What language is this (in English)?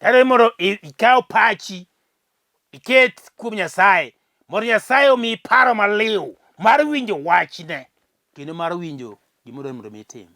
Luo (Kenya and Tanzania)